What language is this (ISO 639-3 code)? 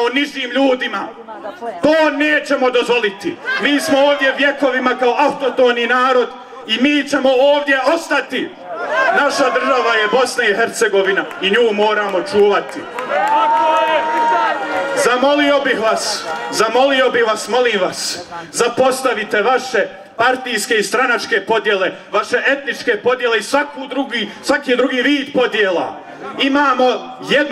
bos